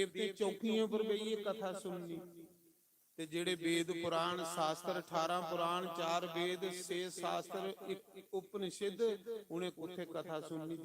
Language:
Dogri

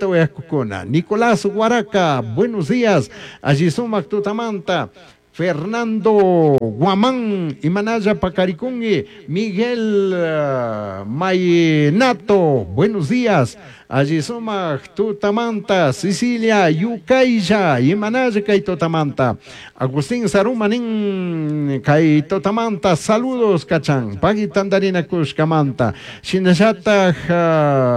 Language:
Chimborazo Highland Quichua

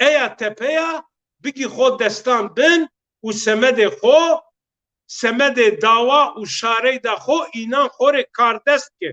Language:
Zaza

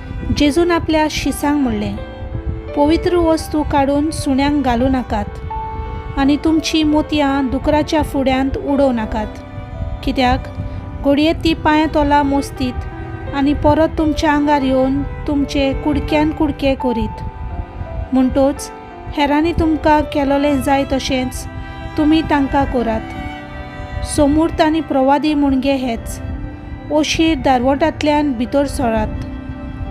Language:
Konkani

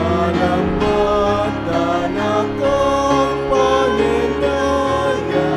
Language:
Pampanga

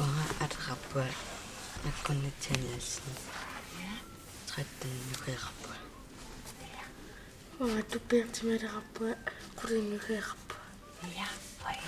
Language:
Kalaallisut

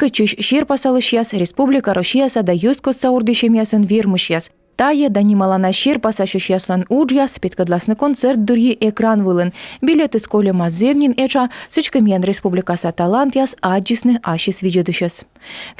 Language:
Komi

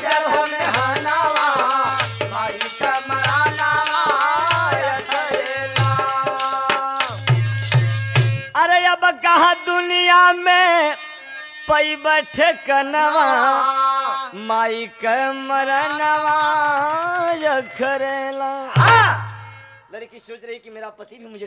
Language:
Bhojpuri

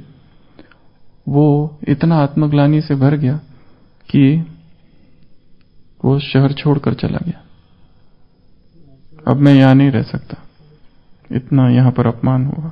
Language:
Hindi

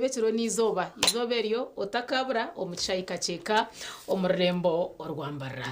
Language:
Nyankole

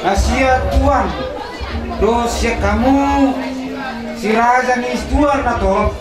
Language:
Batak Toba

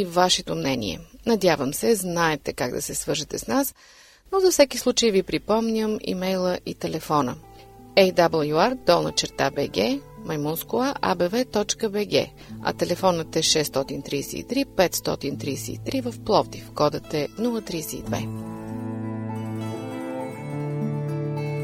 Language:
Bulgarian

